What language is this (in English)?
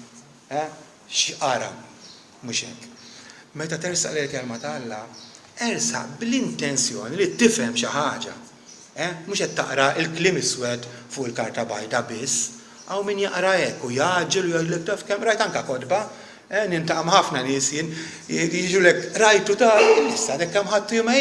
Maltese